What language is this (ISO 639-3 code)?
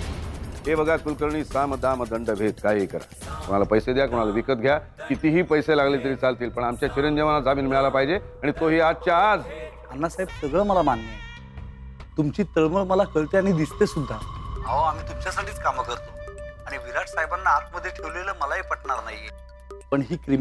mar